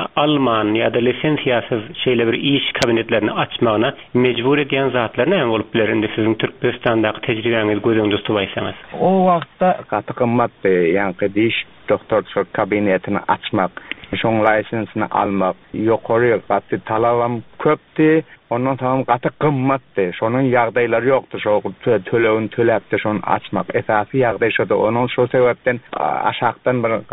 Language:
Turkmen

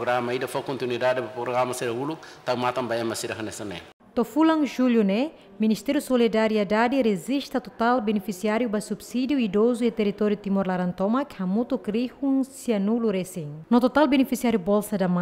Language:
Tetum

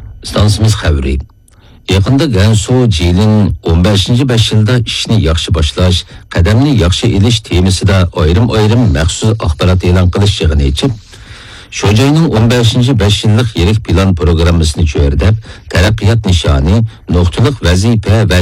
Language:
Uyghur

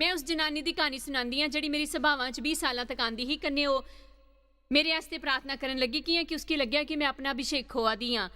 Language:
Dogri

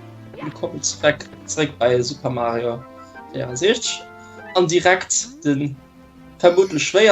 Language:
Luxembourgish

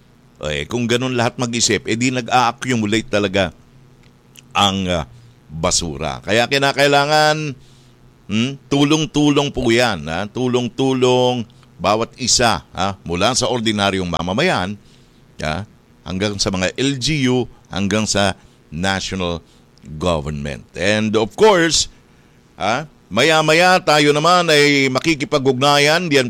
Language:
Filipino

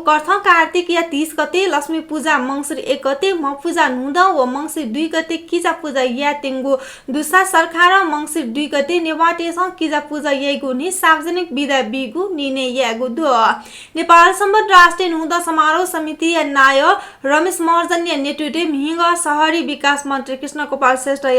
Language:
Newari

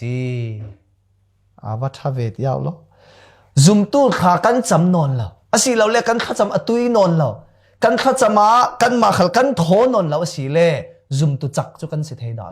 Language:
Falam Chin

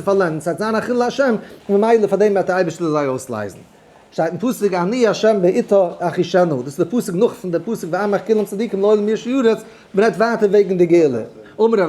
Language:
Yiddish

